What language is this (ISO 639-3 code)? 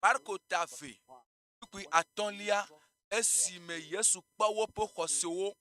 ewe